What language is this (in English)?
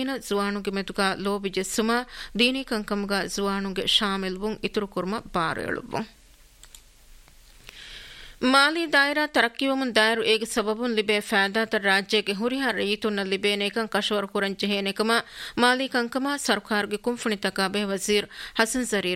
Divehi